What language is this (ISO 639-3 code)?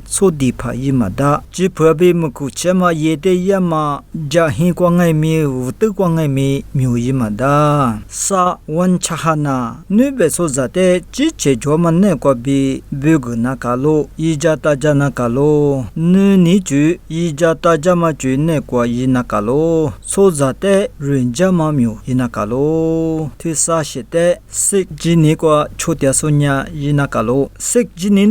lis